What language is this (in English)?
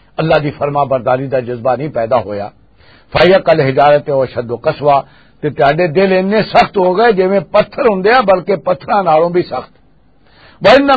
Western Panjabi